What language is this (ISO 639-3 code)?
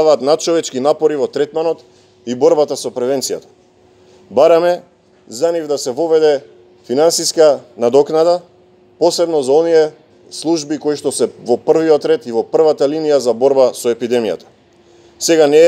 mkd